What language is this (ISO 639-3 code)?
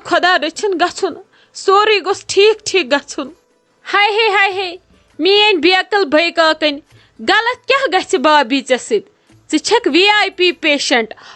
kas